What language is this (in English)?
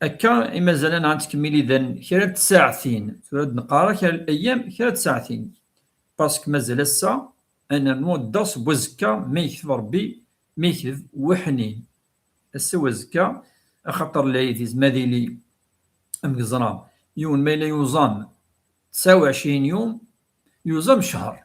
Kabyle